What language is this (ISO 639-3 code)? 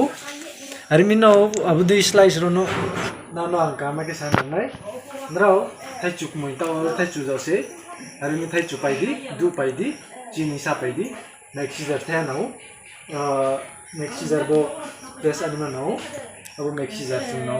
ria